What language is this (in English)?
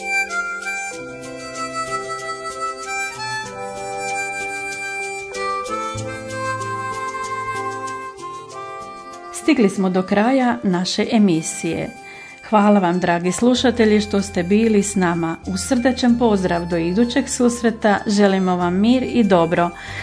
Croatian